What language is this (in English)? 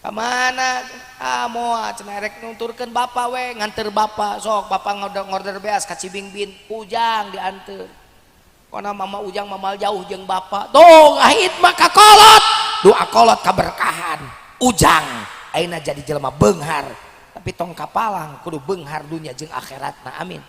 Sundanese